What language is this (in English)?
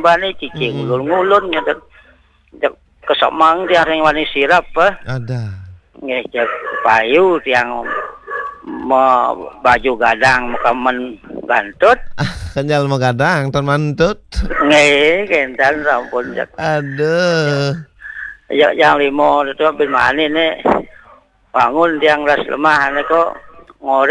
Balinese